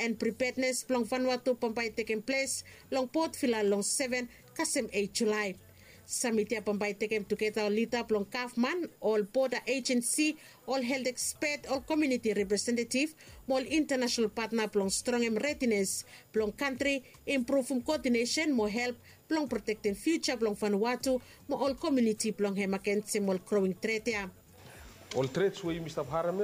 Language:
Bislama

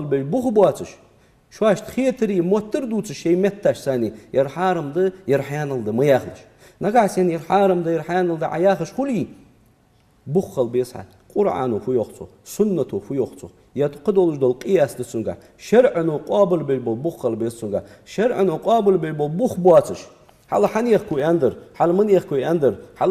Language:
Ingush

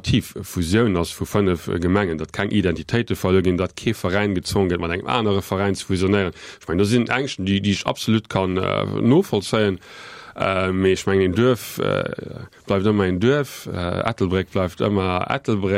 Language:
Luxembourgish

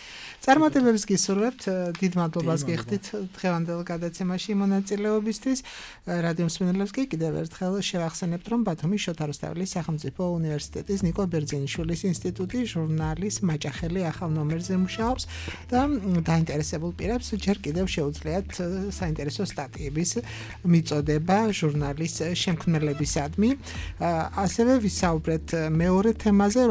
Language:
Georgian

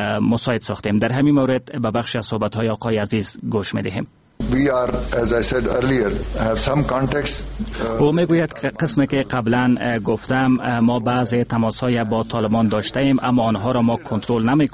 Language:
Persian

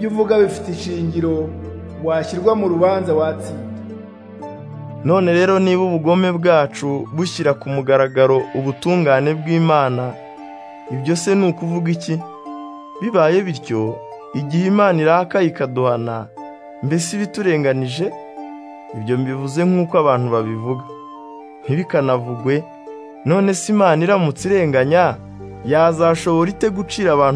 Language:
Kinyarwanda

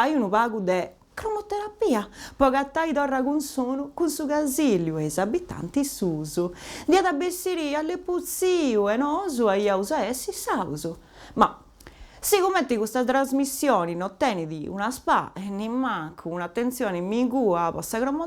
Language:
Sardinian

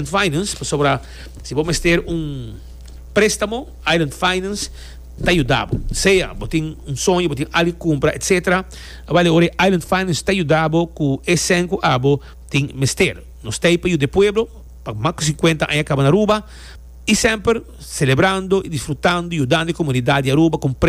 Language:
Papiamento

